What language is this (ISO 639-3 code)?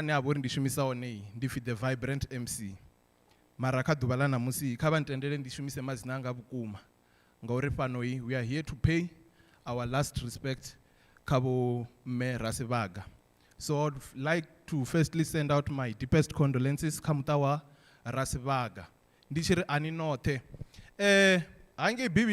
ven